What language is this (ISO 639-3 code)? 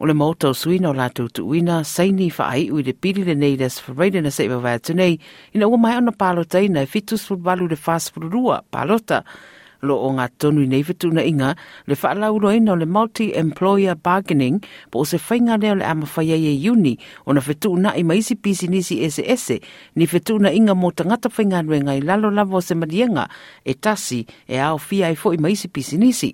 smo